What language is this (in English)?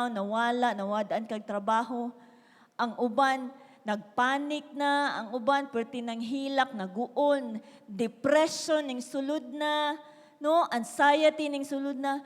Cebuano